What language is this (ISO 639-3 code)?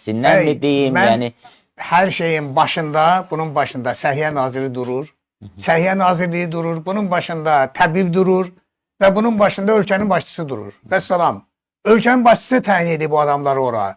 aze